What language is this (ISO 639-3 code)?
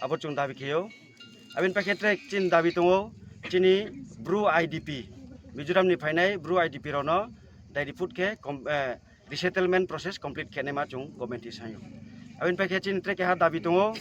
ria